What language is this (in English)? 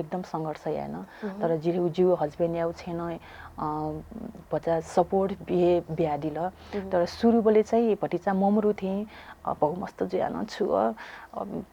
Newari